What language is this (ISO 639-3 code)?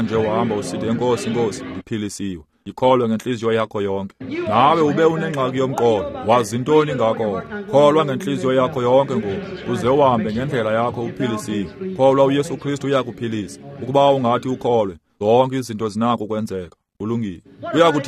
xho